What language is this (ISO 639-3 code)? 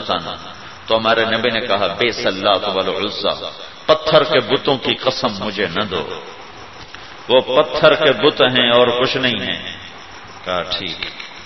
urd